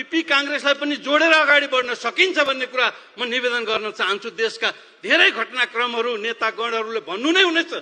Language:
Nepali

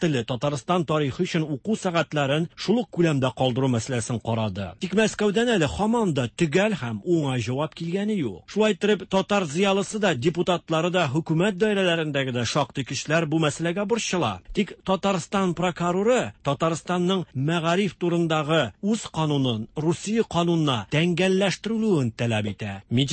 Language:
Tatar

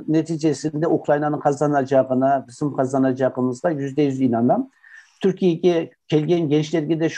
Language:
Crimean Tatar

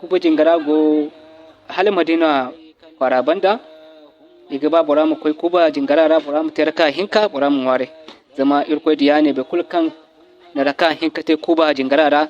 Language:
Zarma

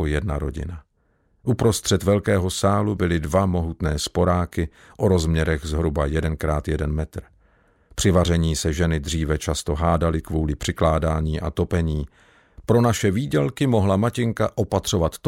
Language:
Czech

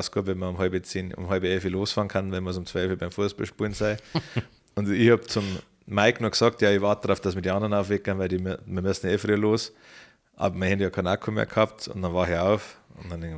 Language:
Bavarian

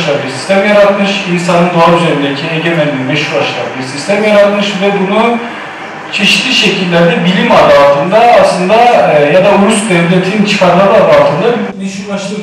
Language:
Turkish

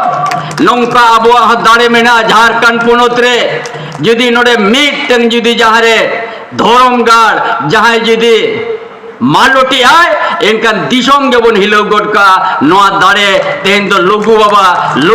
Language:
Santali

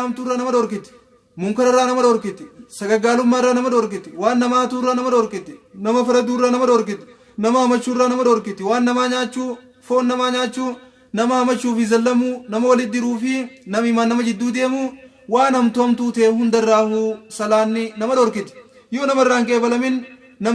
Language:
Oromo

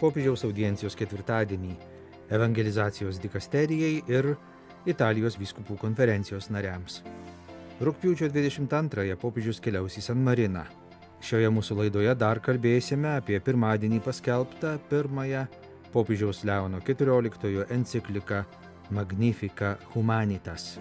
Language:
Lithuanian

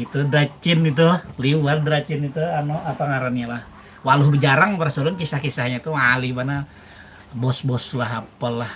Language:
Banjar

